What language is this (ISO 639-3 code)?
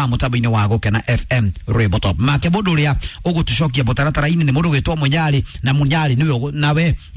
kik